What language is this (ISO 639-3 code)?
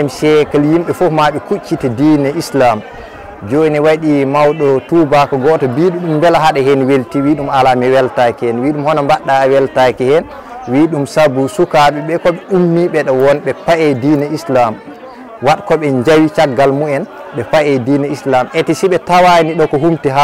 ful